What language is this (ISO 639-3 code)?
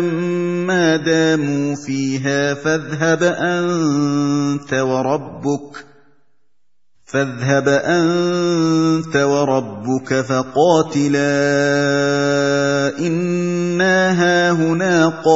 ara